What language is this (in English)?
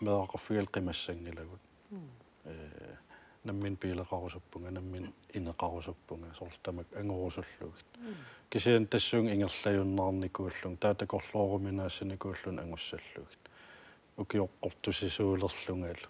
Kalaallisut